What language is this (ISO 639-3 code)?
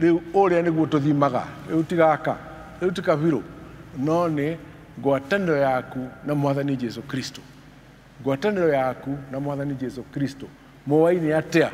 kik